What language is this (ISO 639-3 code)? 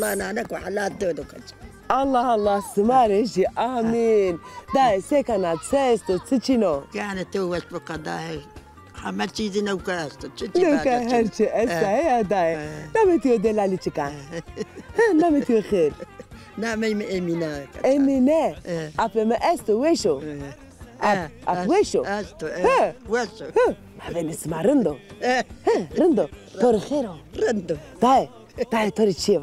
zza